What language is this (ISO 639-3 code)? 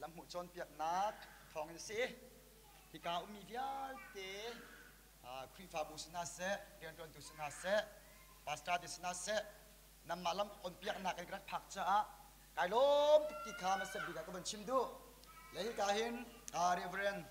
cnh